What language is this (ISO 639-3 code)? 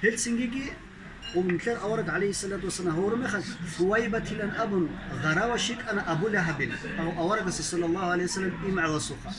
ava